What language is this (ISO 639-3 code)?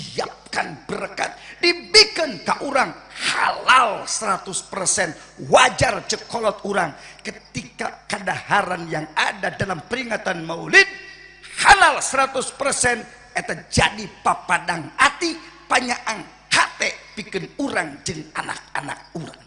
sun